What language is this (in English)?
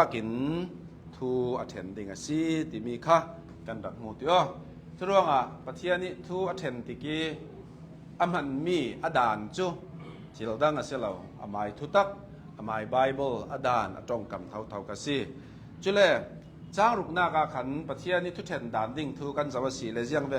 Hakha Chin